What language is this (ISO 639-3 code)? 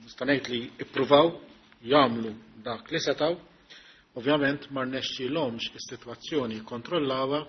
mlt